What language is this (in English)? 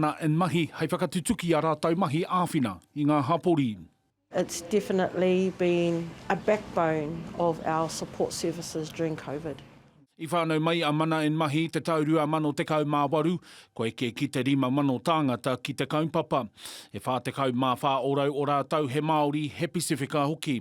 Māori